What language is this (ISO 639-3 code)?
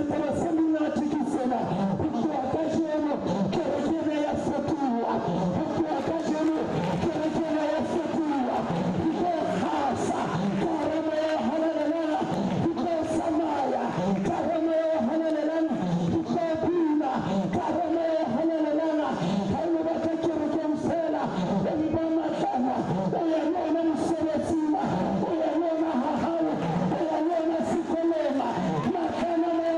sot